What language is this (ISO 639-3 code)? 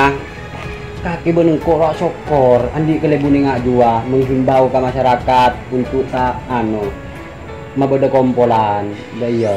mad